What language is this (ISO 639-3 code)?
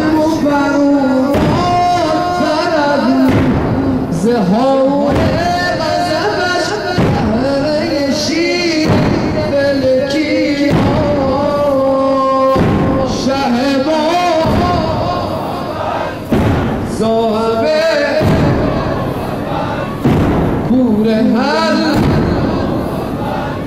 fas